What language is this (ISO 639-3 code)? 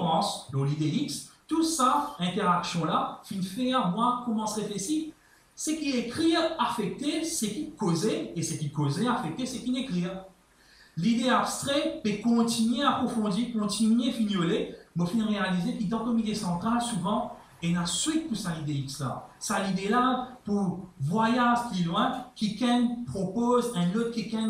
mfe